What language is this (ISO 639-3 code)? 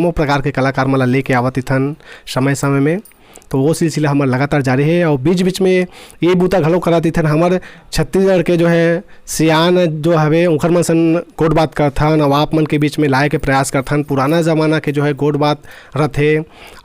hne